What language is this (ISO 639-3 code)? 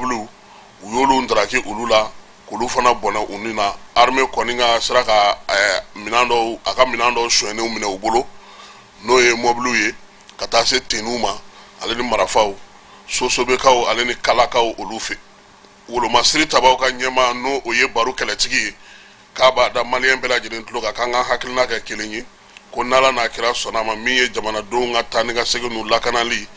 bam